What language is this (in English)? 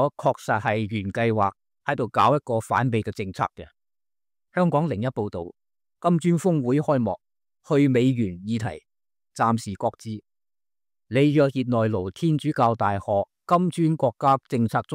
Cantonese